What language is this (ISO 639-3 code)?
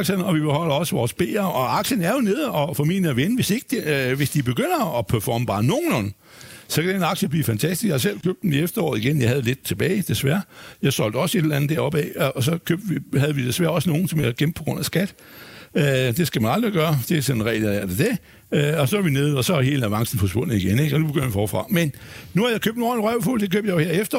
dan